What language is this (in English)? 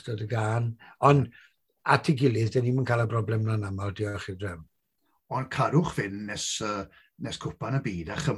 Welsh